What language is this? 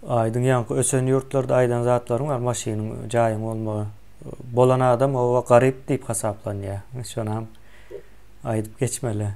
Turkmen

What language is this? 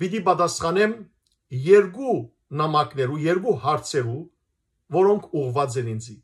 Western Armenian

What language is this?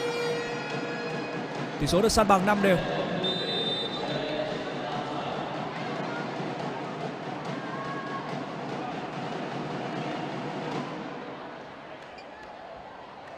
Vietnamese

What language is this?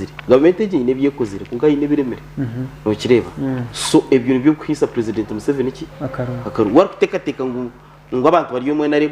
Nyankole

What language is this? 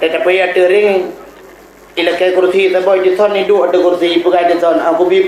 Achinese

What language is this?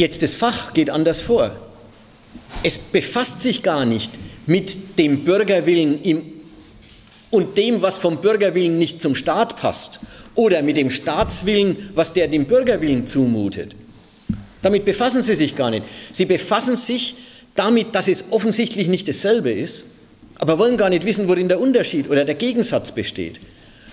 German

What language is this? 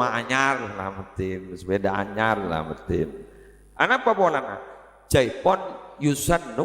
Madurese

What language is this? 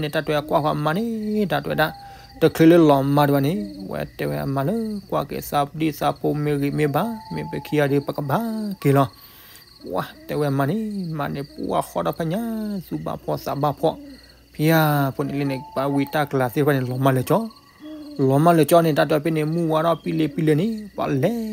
S'gaw Karen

